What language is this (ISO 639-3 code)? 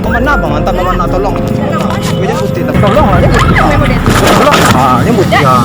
min